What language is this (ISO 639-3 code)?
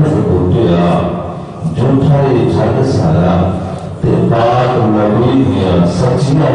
skr